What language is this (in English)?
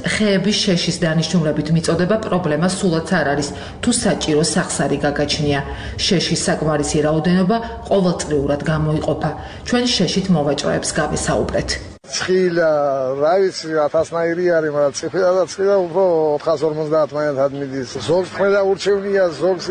Georgian